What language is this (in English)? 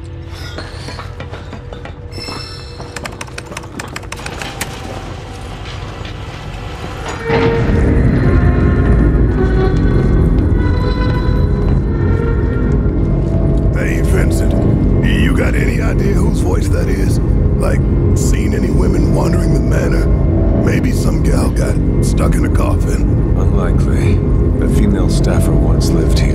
English